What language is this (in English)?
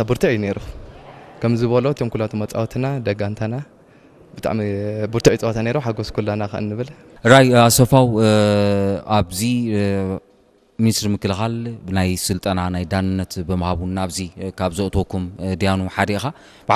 Tigrinya